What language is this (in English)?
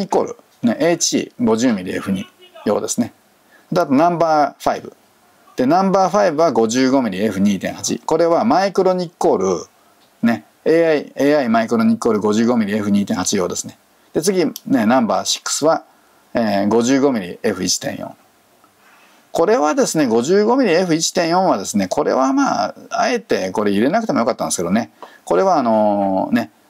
Japanese